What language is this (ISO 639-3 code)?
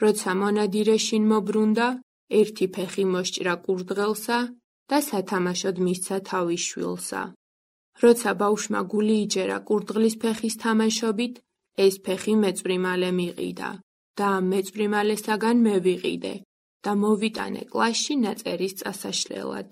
kat